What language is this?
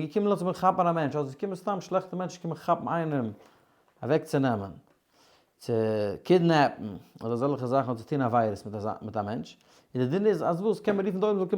Yiddish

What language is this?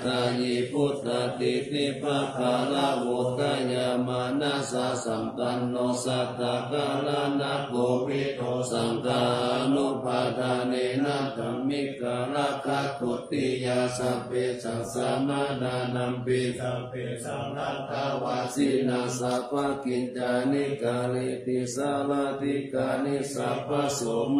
Pali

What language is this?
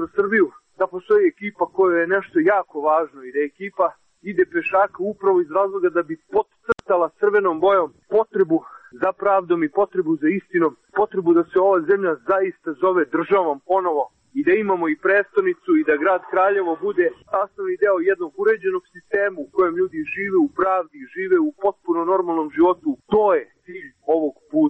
Serbian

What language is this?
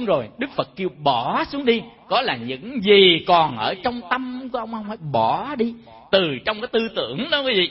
Vietnamese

